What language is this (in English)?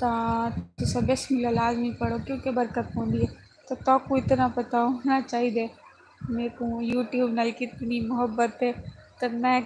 Saraiki